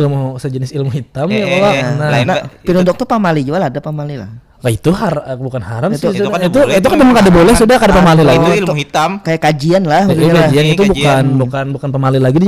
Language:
Banjar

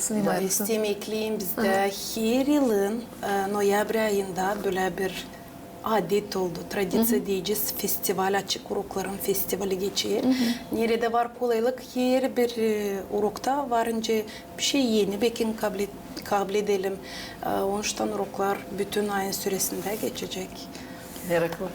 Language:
Gagauz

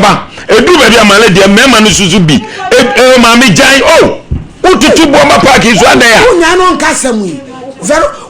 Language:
Akan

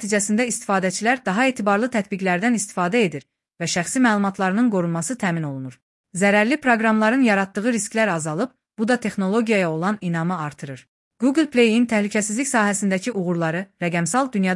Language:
Azerbaijani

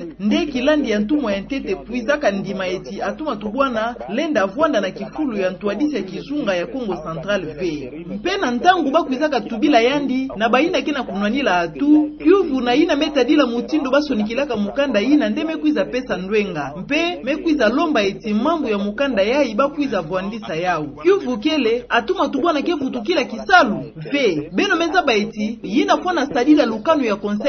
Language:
Kituba (Democratic Republic of Congo)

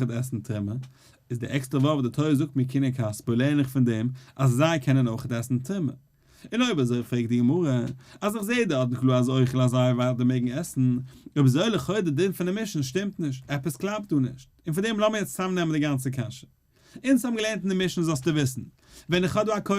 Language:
Yiddish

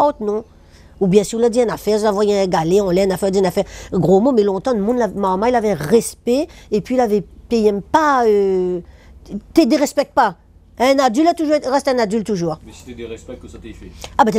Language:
Réunion Creole French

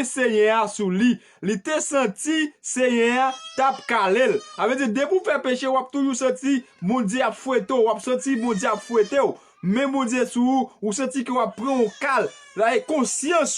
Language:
Haitian Creole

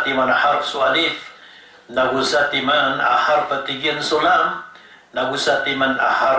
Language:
Maranao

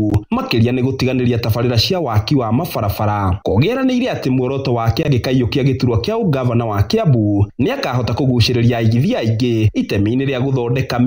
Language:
Kikuyu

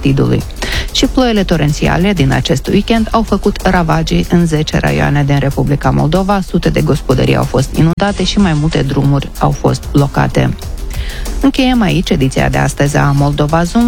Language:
Romanian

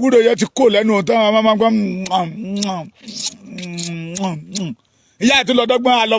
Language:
Yoruba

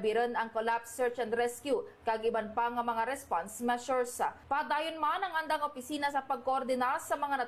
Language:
Hiligaynon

